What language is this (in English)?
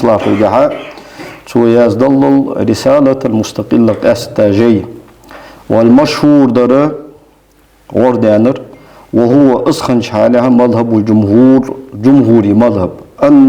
Ingush